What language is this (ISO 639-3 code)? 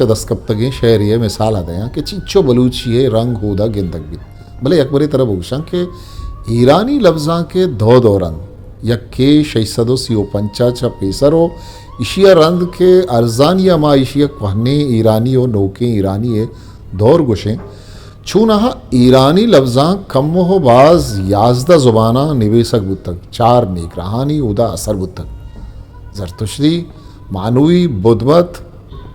bgp